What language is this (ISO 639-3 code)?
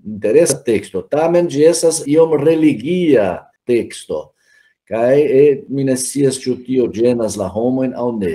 epo